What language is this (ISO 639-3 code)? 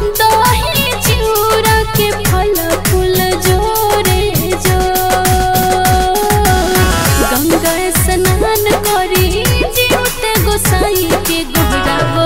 bho